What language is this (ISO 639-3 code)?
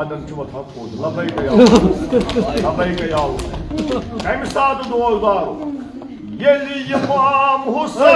kas